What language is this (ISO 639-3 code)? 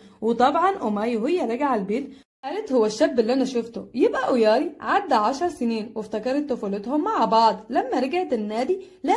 arz